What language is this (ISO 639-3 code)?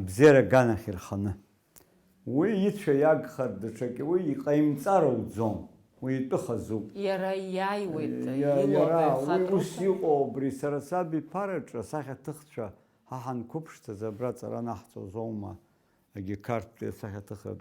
abk